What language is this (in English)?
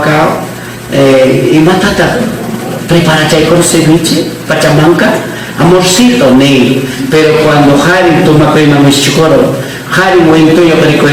Ayacucho Quechua